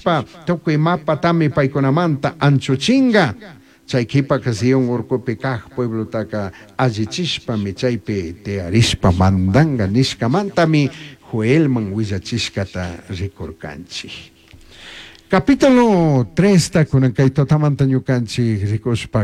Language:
Chimborazo Highland Quichua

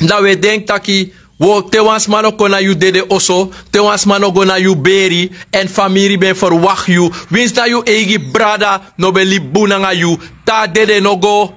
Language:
Sranan Tongo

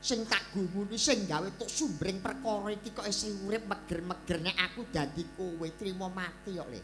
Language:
Javanese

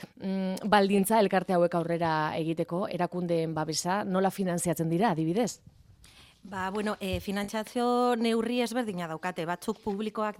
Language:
Basque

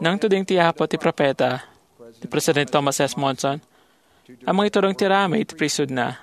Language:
Iloko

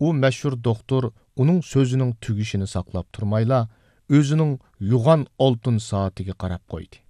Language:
Uyghur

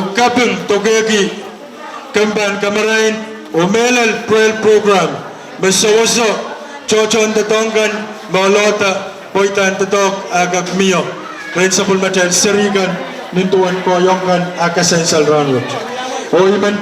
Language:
Pohnpeian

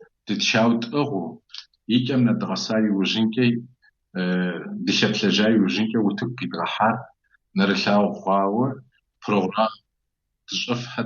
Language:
Kabardian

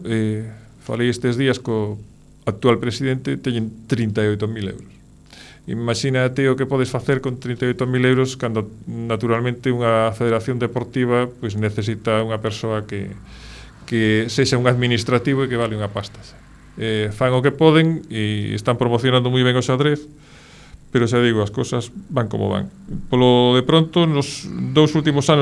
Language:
Galician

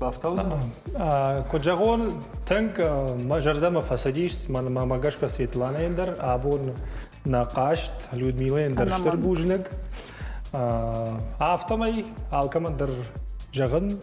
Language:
Ossetic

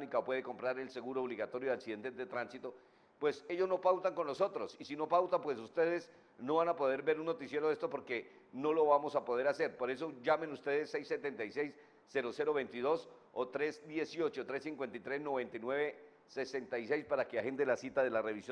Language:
Spanish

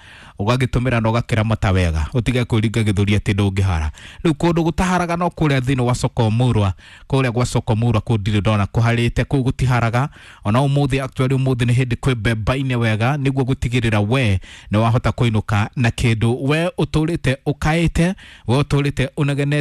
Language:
Kikuyu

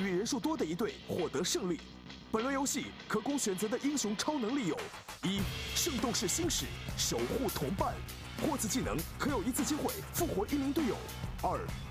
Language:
Chinese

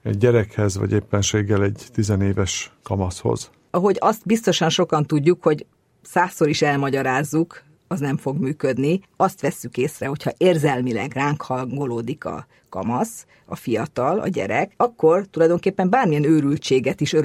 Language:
Hungarian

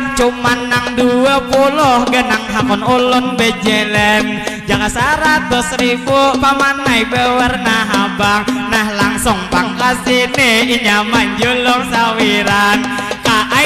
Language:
Banjar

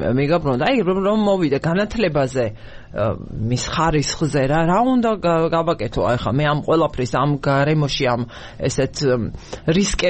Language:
Georgian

